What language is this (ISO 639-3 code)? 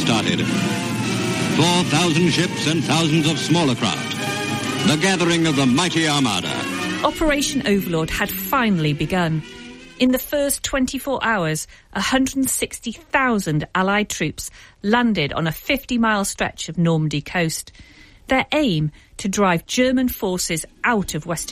eng